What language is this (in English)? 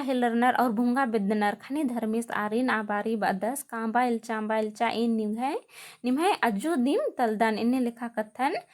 Kurukh